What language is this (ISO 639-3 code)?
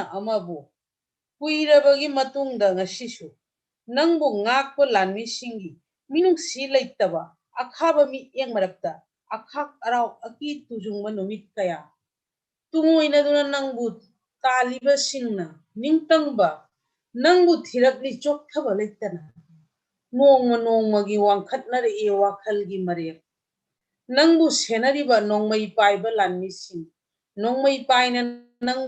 mni